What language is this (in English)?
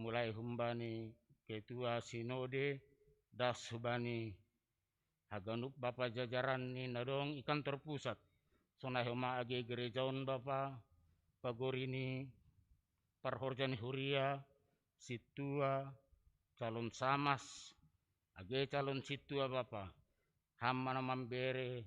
Batak Simalungun